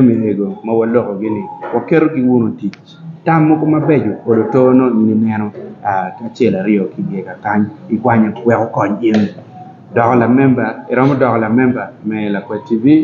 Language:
Acoli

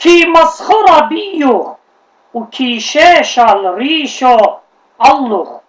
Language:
Assyrian Neo-Aramaic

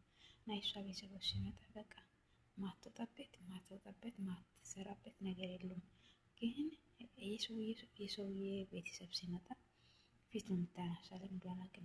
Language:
Amharic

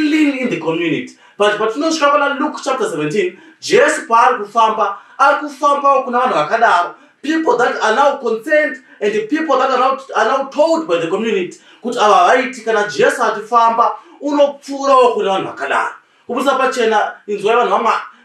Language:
Shona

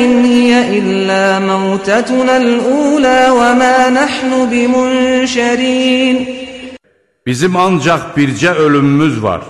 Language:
Azerbaijani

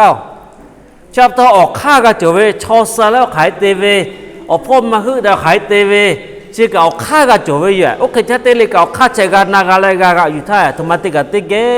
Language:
Lahu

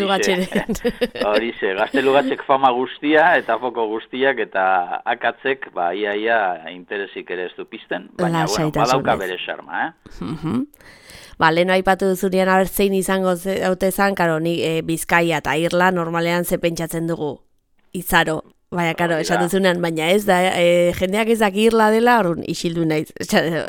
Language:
Basque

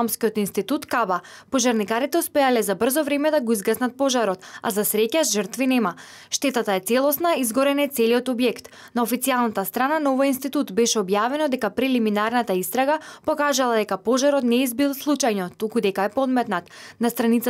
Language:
Macedonian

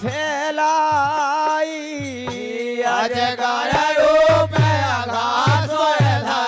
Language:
Bundeli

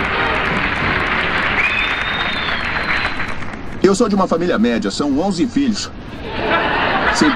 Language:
Portuguese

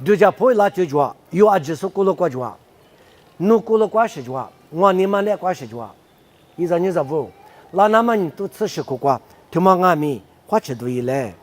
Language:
Lisu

